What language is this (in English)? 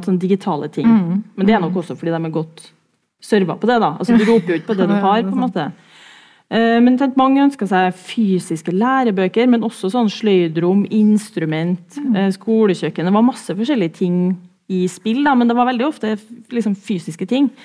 Norwegian